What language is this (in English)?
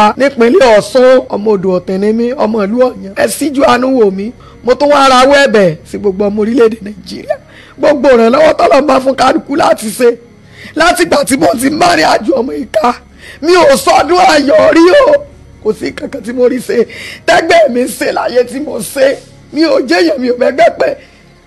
Yoruba